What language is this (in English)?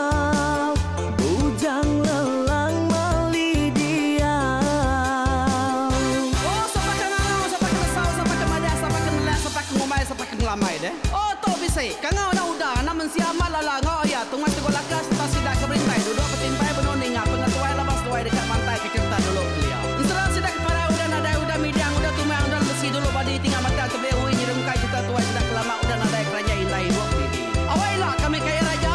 Iban